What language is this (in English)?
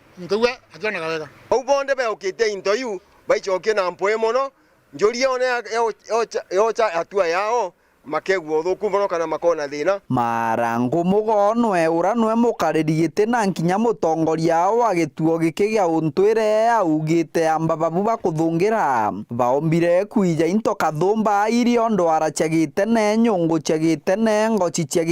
Meru